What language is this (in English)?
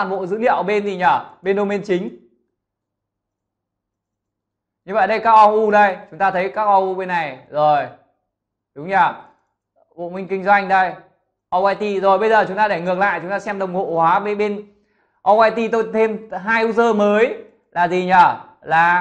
Vietnamese